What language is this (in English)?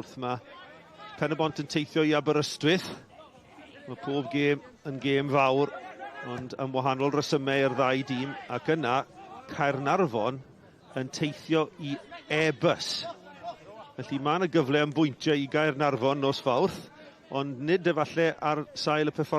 Welsh